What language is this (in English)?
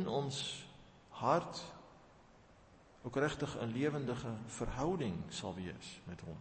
Afrikaans